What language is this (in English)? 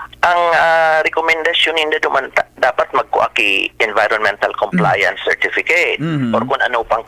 Bikol